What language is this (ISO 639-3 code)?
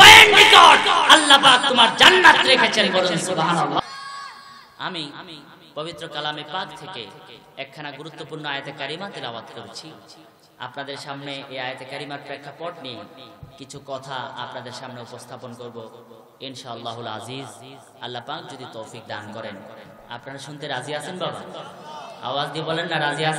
ben